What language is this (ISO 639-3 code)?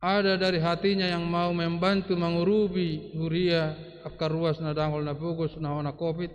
bbc